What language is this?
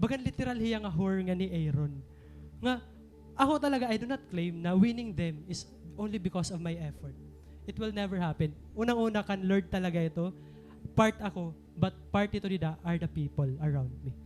Waray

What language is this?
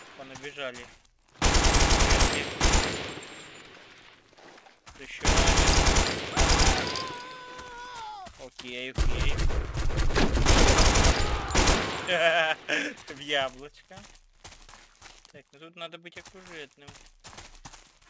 Russian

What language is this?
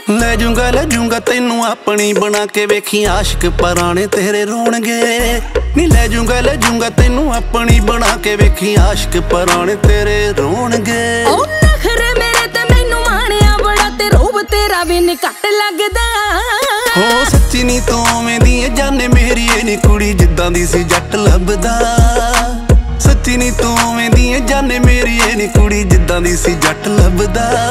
Punjabi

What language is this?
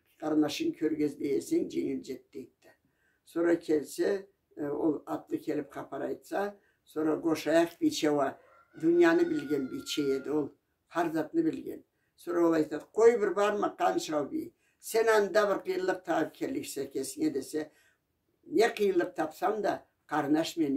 Karachay-Balkar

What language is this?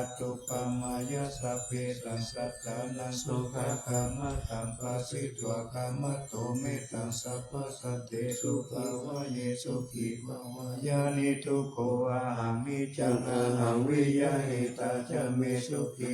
Pali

